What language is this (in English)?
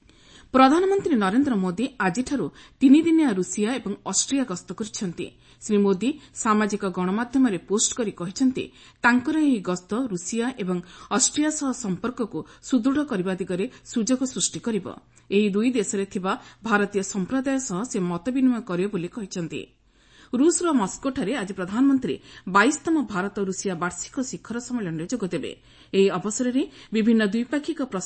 Odia